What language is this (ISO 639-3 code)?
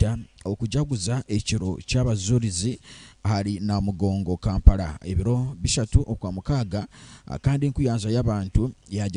nyn